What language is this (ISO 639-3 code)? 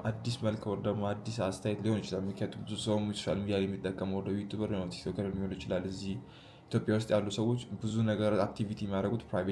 amh